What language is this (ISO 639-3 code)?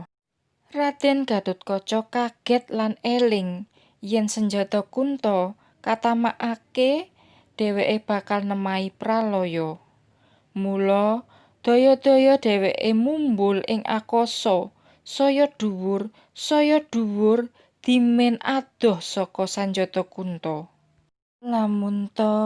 jav